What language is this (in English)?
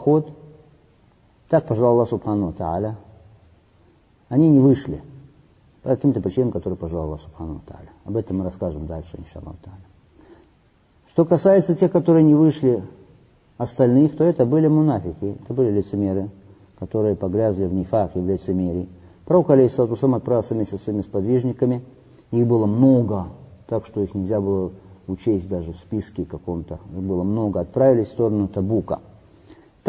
Russian